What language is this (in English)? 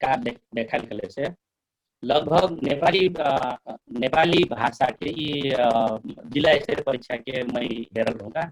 Dangaura Tharu